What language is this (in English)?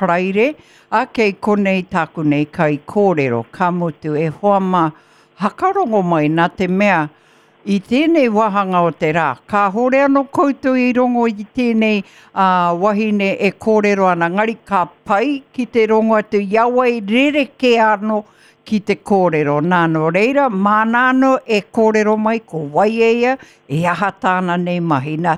Māori